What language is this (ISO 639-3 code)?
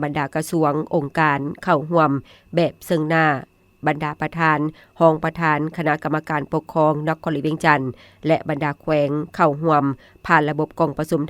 lao